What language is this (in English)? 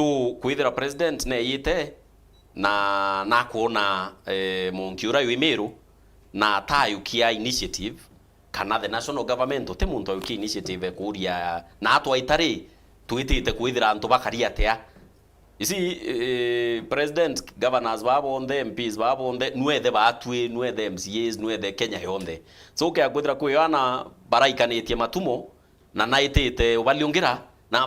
Meru